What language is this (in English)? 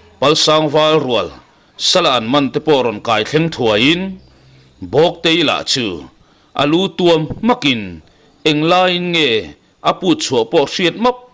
Mizo